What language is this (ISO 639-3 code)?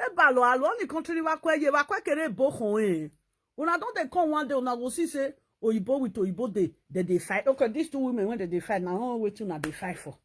pcm